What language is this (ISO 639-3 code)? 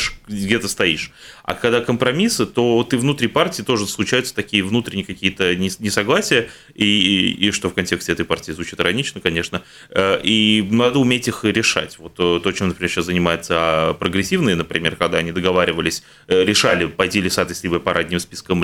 rus